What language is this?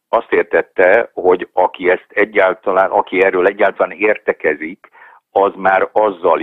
Hungarian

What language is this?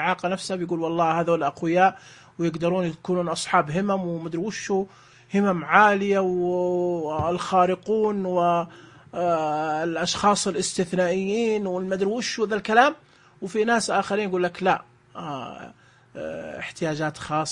Najdi Arabic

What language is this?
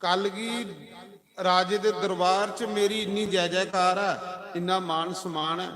Dogri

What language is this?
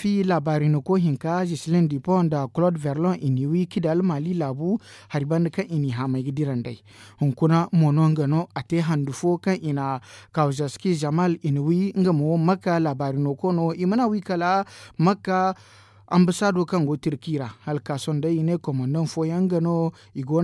Zarma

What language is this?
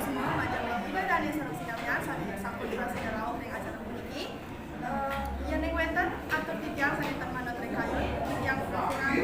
Balinese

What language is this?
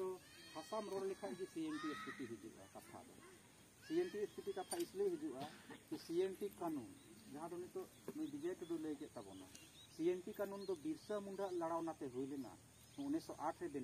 Santali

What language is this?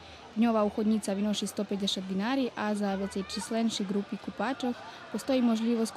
Rusyn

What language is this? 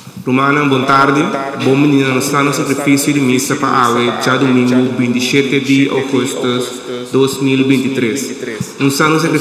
Papiamento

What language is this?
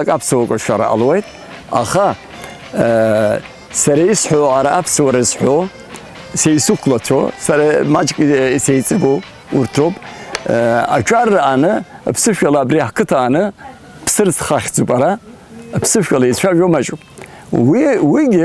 Abkhazian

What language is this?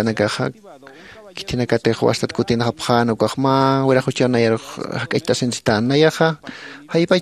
Aymara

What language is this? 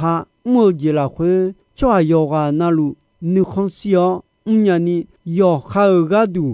Akha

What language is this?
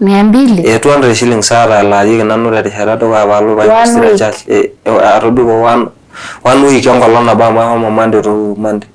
Masai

